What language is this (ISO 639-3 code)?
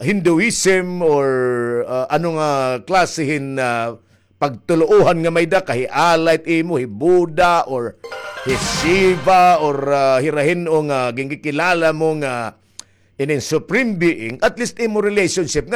war